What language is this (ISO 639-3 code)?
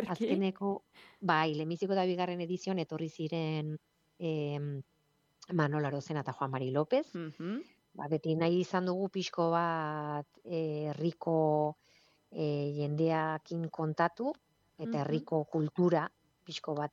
eus